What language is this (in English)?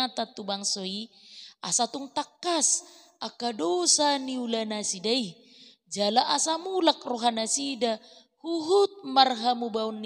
Batak Toba